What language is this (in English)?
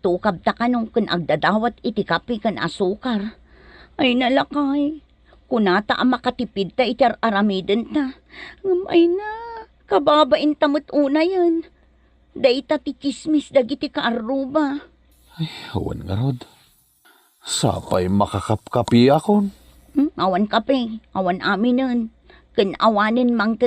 Iloko